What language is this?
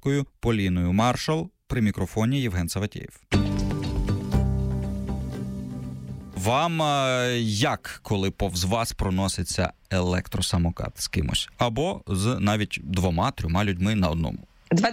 Ukrainian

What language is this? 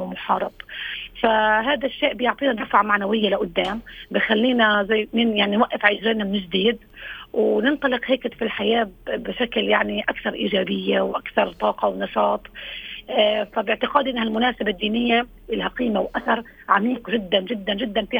North Levantine Arabic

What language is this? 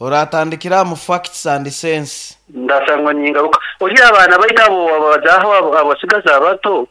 Nyankole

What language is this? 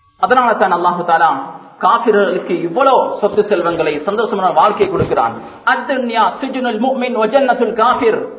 Tamil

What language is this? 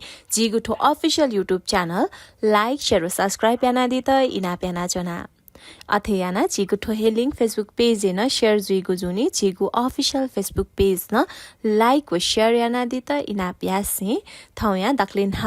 Newari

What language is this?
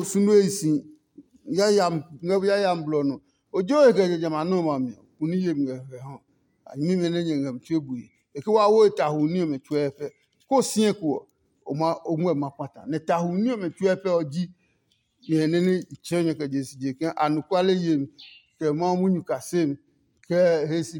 Adangme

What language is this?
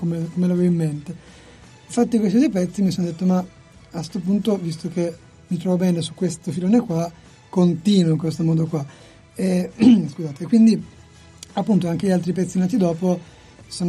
Italian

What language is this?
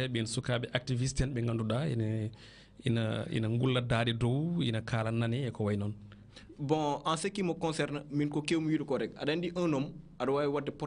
Fula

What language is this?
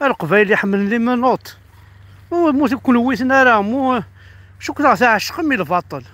Kabyle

